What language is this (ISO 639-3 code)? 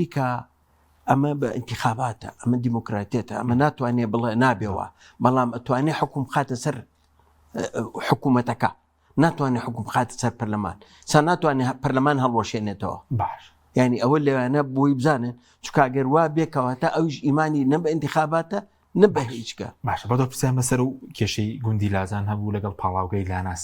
ckb